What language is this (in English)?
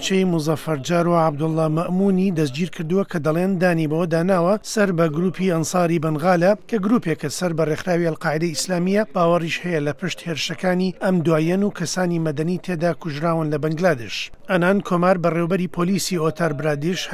Central Kurdish